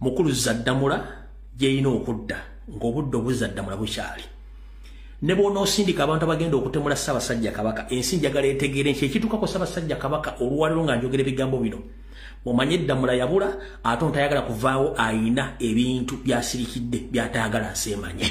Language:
Ganda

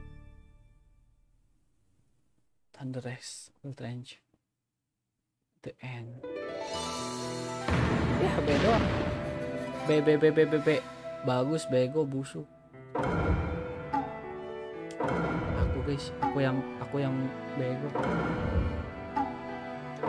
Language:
Indonesian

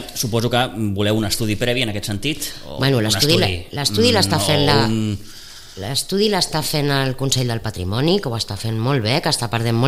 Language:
Catalan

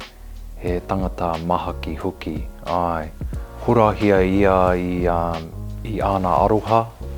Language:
Māori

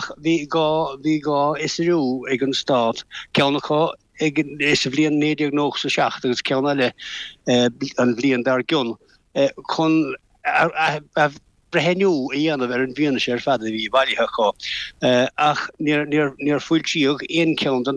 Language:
Irish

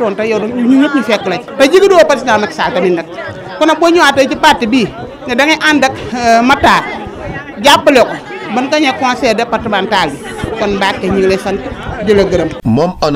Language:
Wolof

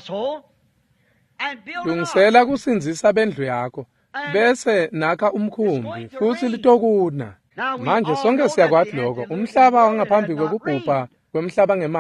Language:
Swati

